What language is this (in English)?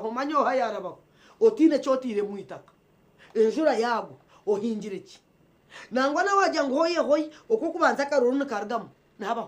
Nyankole